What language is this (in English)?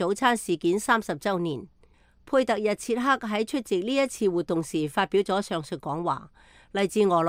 Cantonese